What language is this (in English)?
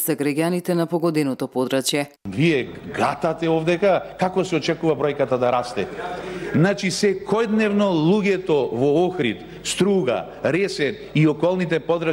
Macedonian